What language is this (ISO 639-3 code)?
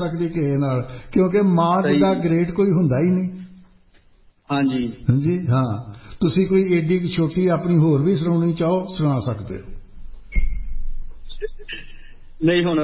pan